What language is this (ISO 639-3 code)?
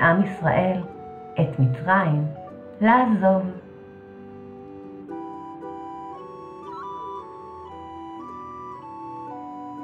heb